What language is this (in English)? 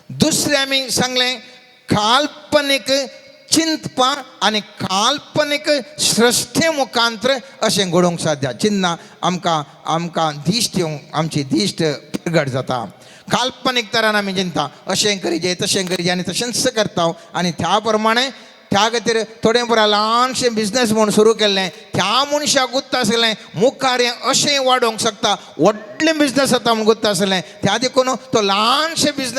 Konkani